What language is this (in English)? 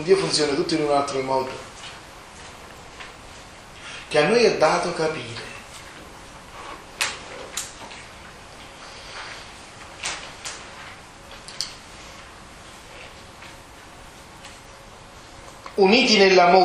Italian